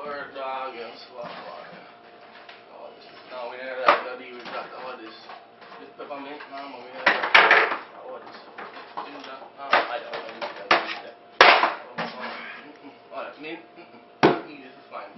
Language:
Jamaican Creole English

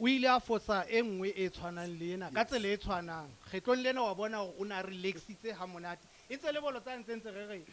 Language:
Southern Sotho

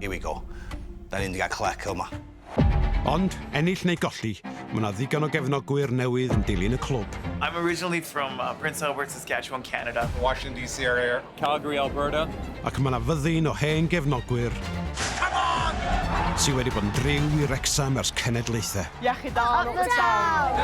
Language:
Welsh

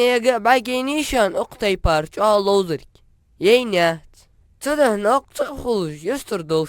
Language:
Ingush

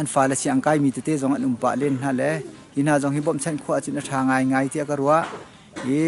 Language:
Hakha Chin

